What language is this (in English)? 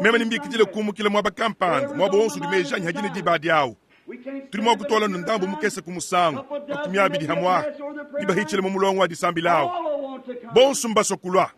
Luba-Lulua